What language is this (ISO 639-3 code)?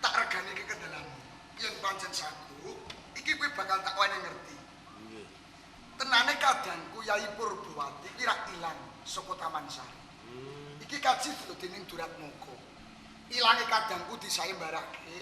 jav